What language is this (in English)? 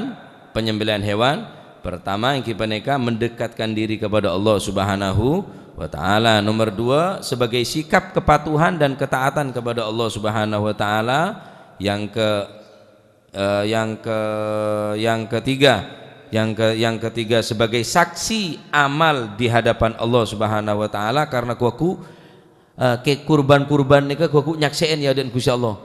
Madurese